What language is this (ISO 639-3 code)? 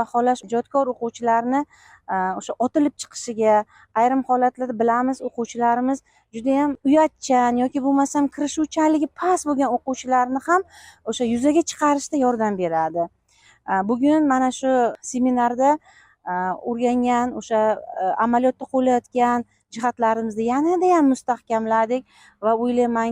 uzb